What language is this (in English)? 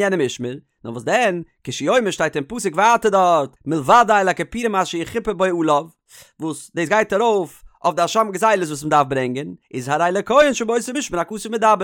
Yiddish